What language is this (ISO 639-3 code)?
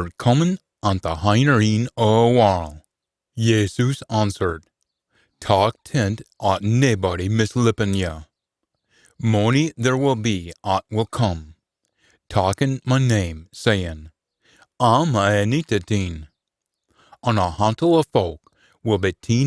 sco